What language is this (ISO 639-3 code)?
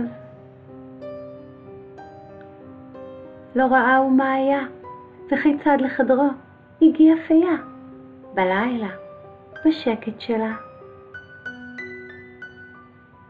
heb